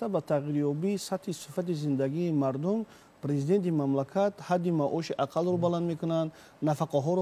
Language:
Tajik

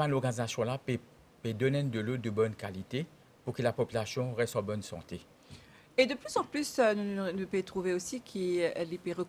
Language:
Morisyen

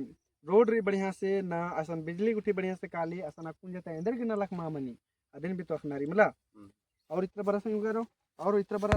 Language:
Kurukh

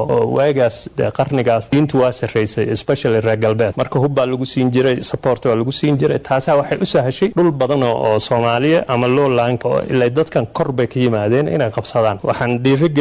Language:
Somali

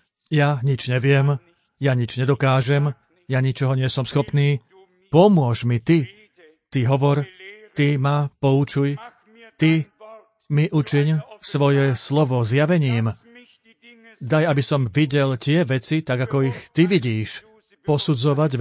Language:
Slovak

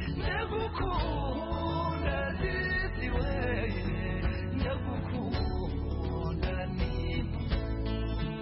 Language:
Kinyarwanda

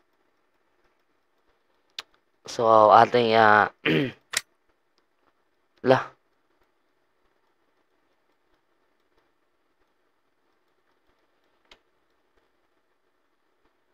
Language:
Filipino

